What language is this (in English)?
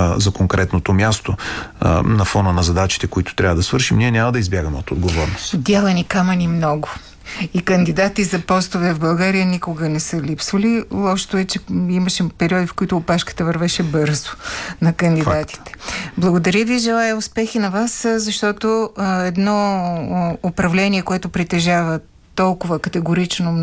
Bulgarian